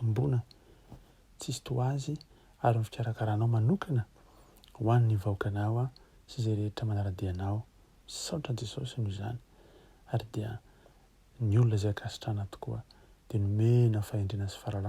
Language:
Malagasy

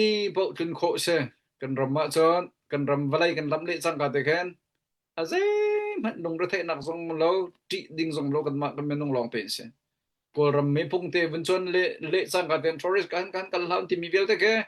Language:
Hakha Chin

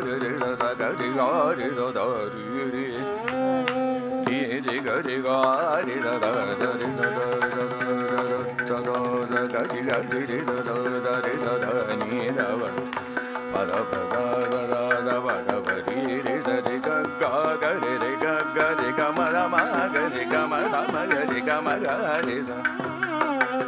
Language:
Tamil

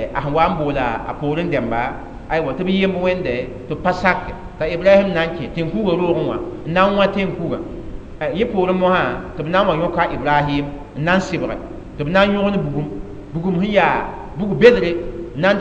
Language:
Mossi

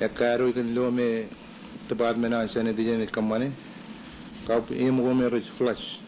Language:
Marshallese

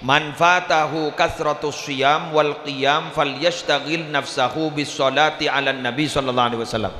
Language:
Madurese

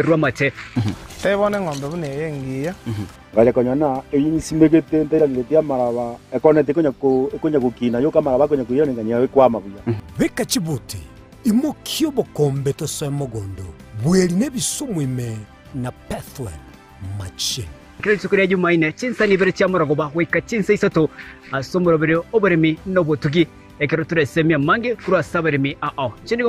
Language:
Gusii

